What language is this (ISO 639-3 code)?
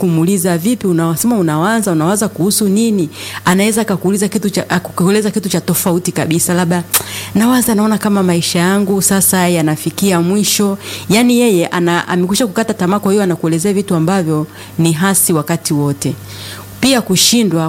swa